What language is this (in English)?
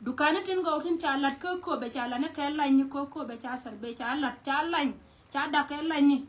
Nuer